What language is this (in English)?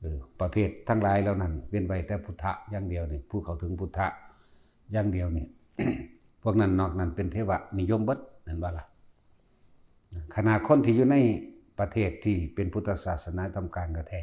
Northeastern Thai